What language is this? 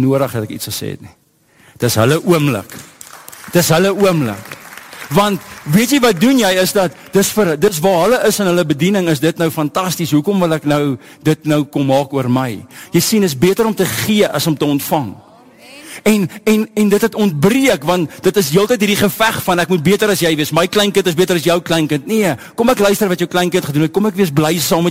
Afrikaans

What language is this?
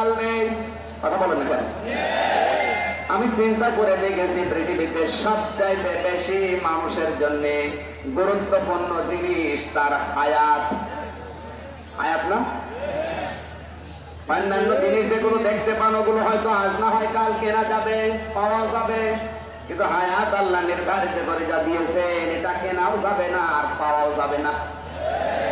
Bangla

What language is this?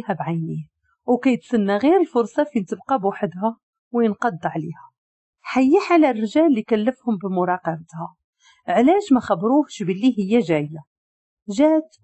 Moroccan Arabic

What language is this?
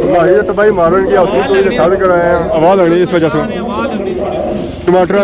Pahari-Potwari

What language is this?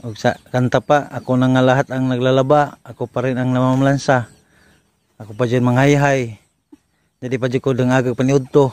Cebuano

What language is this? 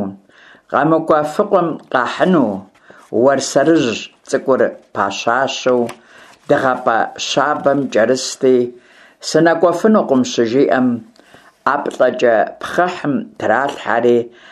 Kabardian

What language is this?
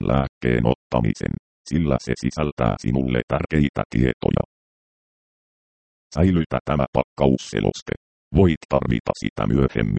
Finnish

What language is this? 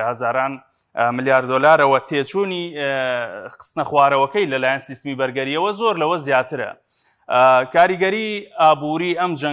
Central Kurdish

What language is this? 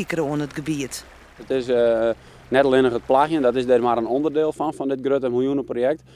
Western Frisian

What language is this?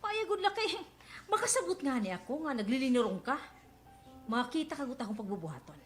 Waray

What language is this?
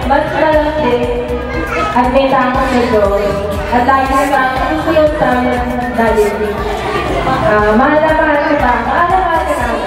Filipino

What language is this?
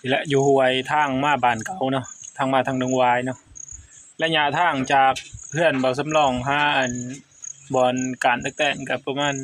Northeastern Thai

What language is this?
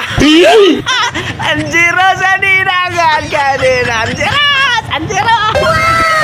Waray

